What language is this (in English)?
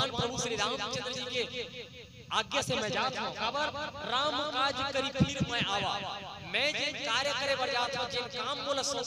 Chhattisgarhi